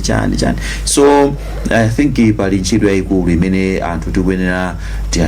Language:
Nyanja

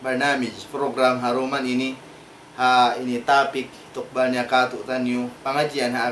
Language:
Tausug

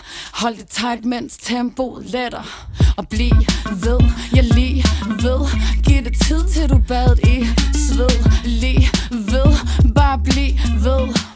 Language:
Danish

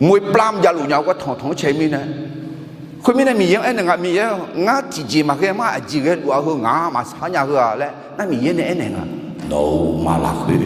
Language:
Akha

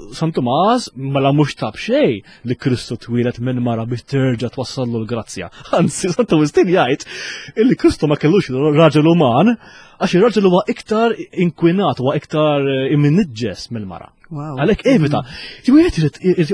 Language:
Maltese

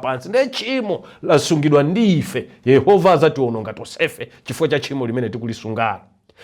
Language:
Nyanja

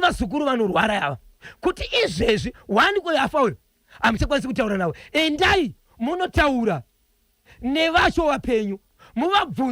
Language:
Shona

